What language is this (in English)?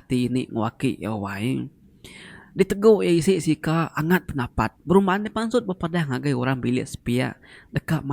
Iban